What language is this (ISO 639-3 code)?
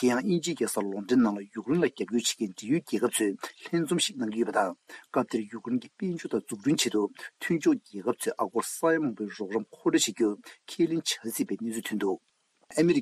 bod